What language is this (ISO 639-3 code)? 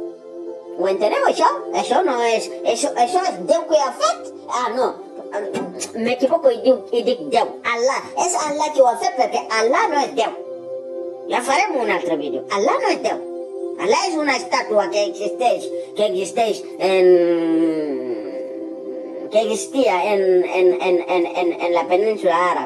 cat